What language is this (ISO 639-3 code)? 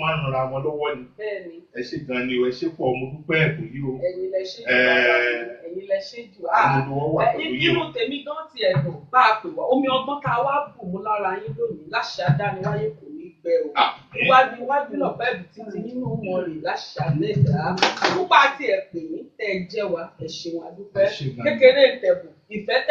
yor